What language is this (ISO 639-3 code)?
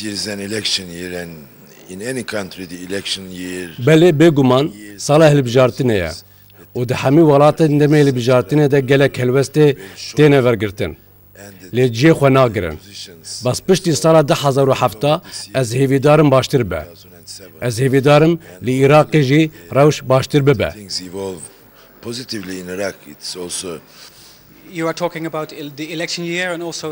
kur